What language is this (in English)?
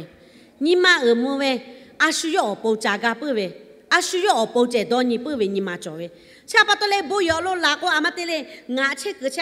Lahu